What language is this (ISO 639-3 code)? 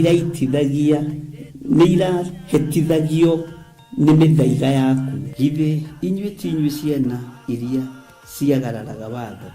kik